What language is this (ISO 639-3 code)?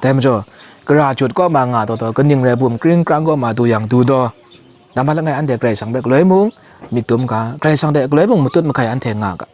kac